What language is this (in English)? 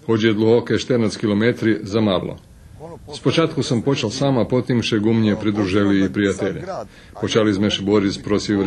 Rusyn